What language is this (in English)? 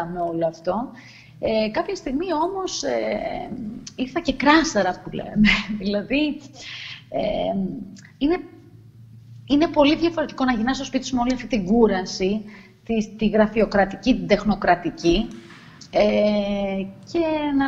Greek